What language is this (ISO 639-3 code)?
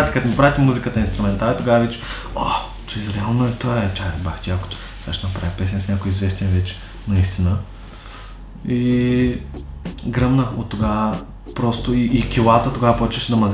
bul